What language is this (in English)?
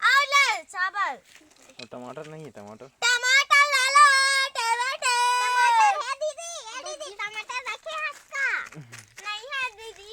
Chhattisgarhi